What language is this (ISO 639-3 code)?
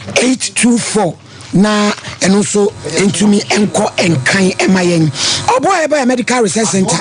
aka